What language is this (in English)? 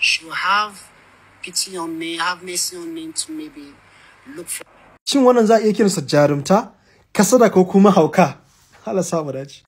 Hausa